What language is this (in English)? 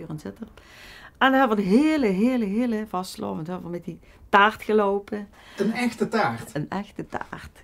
Limburgish